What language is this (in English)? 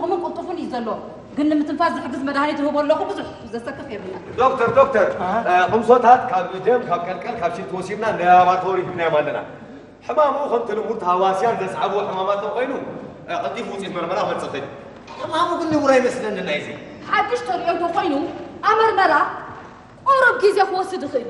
Tigrinya